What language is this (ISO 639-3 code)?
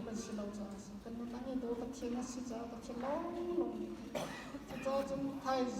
cnh